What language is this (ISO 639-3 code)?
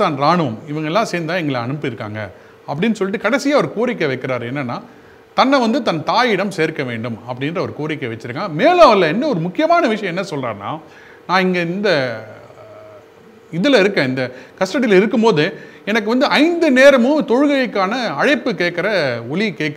tam